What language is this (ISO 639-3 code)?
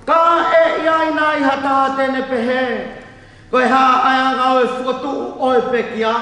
ton